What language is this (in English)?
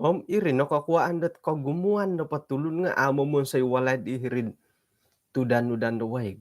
Central Dusun